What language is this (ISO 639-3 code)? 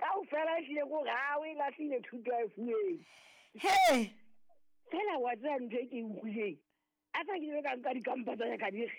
sot